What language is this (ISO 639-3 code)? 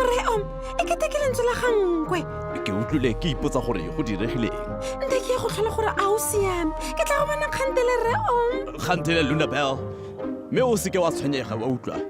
tsn